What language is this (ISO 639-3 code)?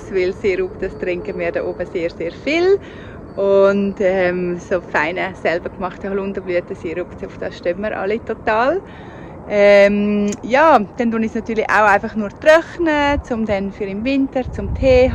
gsw